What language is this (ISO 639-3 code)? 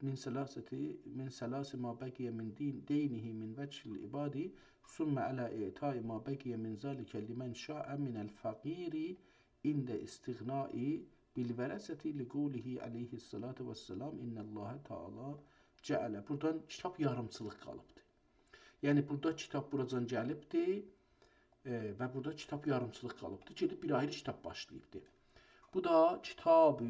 azb